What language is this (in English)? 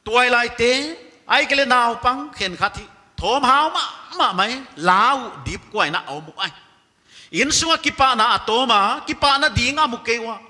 Paite Chin